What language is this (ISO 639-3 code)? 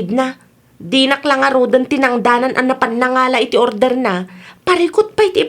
ilo